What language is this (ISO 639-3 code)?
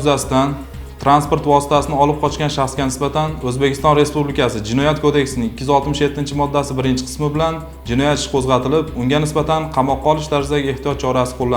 uzb